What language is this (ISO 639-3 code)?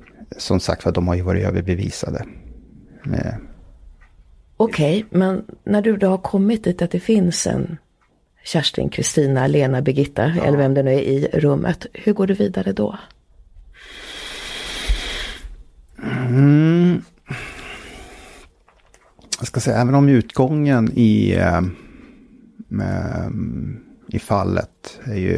swe